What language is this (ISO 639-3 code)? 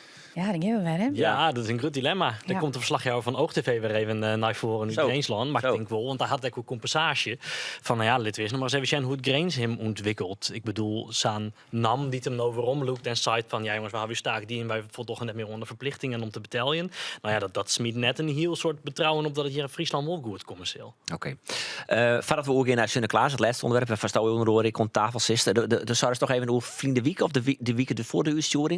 fry